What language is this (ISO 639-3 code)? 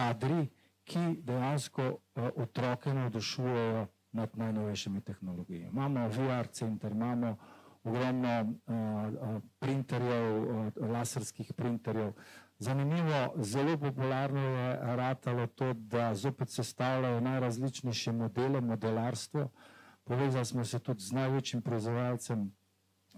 slv